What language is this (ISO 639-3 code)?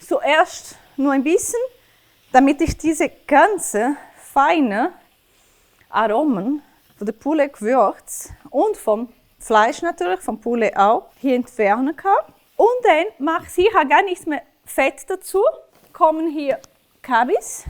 gsw